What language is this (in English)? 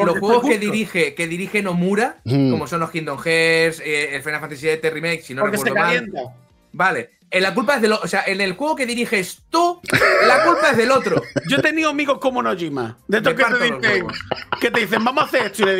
Spanish